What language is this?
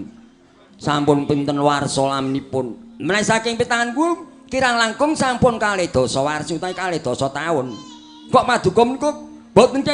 Javanese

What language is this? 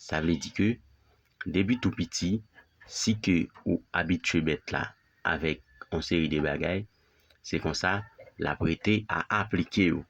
Haitian Creole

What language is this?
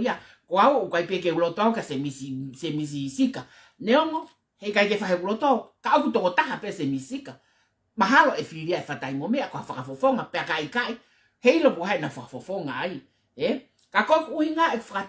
Tongan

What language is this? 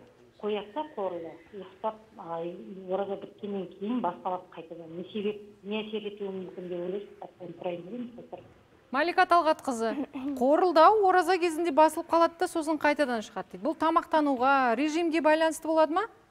Kazakh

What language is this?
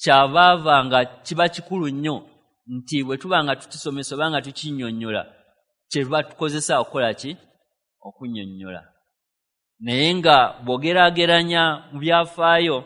Ganda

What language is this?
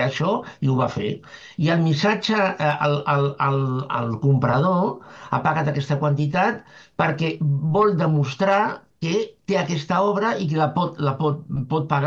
Catalan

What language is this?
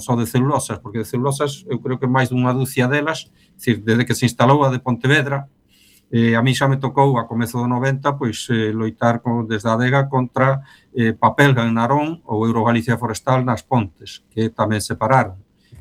Galician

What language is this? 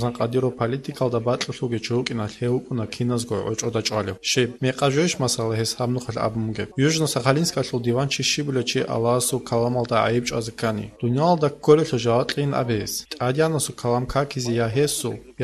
Avaric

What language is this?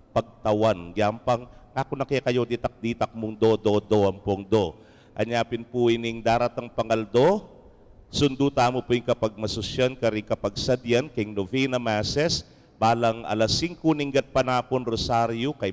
Pampanga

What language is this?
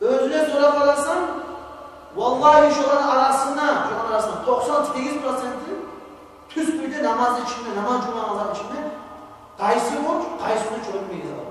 Kumyk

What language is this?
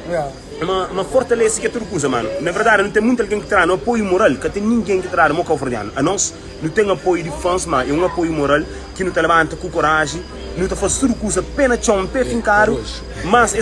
Kabuverdianu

